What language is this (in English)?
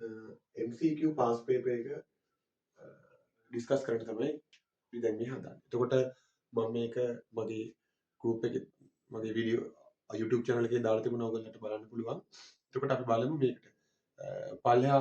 Sinhala